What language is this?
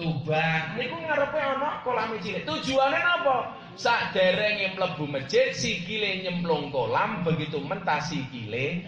Javanese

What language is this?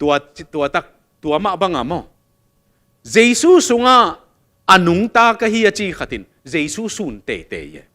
Tedim Chin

